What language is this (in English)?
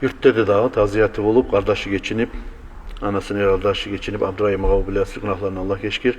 Kumyk